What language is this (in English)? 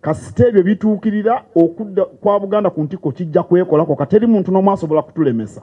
Ganda